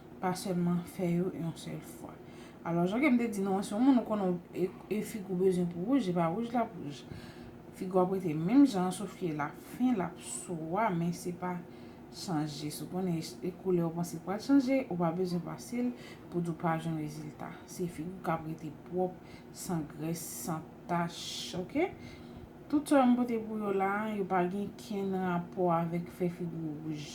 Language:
Haitian Creole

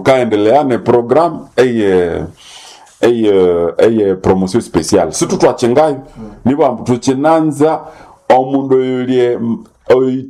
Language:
Nande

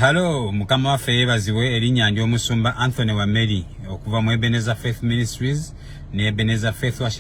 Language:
Ganda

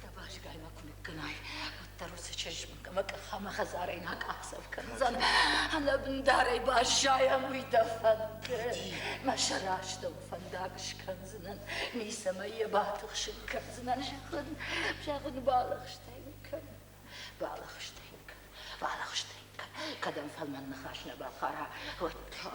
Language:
Ossetic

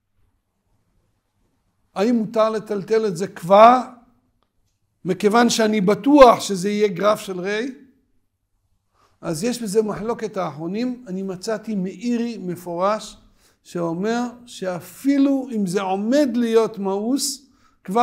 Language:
Hebrew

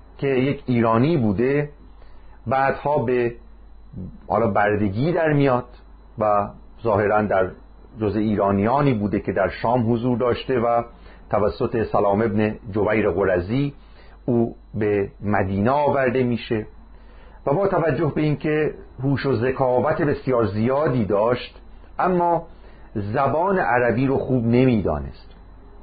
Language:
Persian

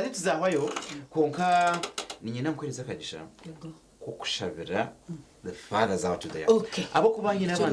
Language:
Nyankole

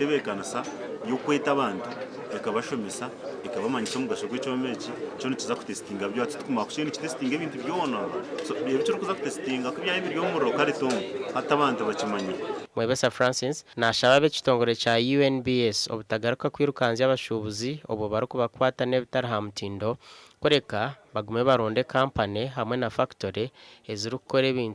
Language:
Nyankole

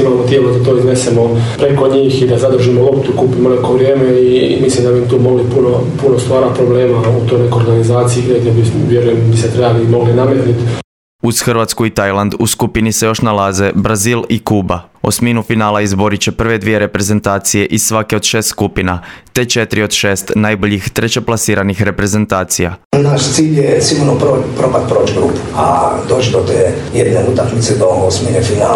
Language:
Croatian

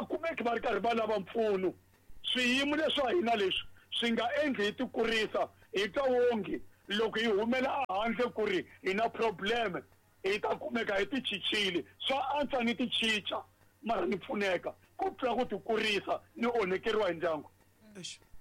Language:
Tsonga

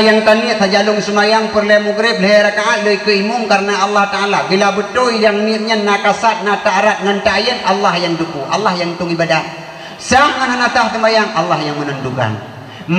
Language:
Achinese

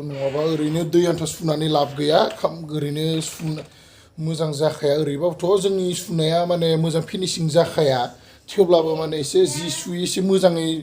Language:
Bodo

